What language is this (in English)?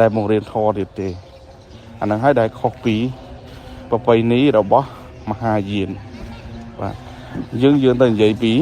Khmer